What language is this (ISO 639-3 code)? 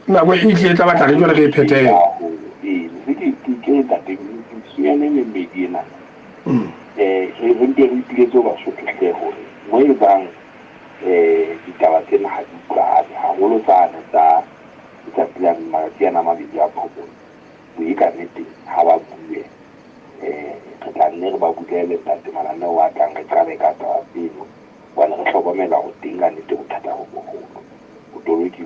sot